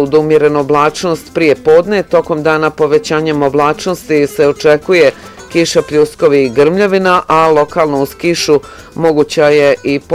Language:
Bosnian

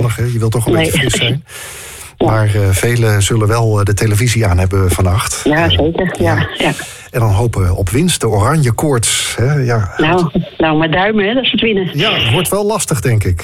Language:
Dutch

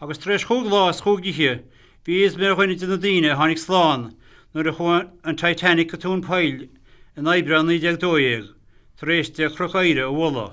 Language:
Irish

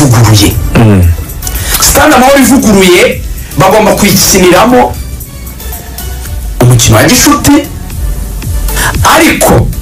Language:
Kinyarwanda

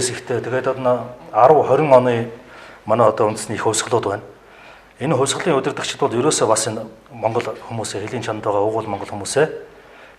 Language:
Mongolian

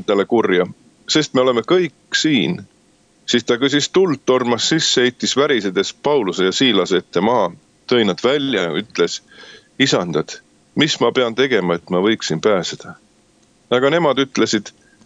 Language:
Estonian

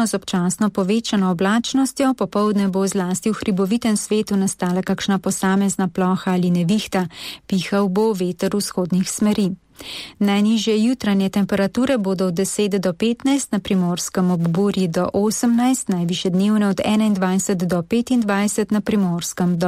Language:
Slovenian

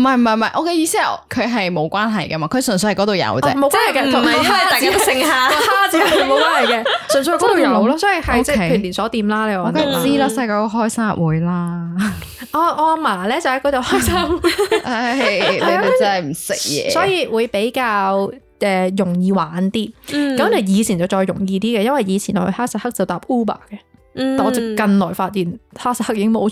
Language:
Cantonese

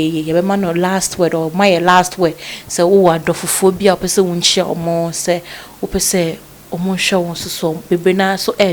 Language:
Akan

